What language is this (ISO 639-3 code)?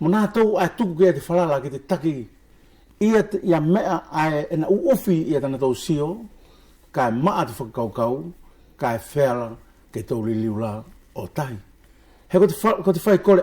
wls